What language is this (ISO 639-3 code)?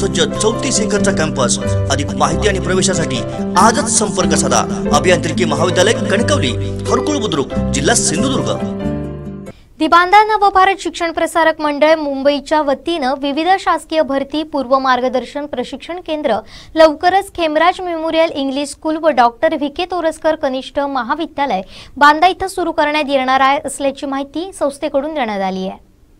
mar